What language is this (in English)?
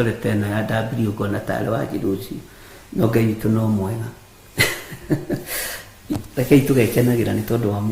Kikuyu